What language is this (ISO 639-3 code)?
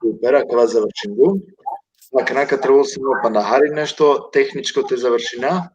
rmn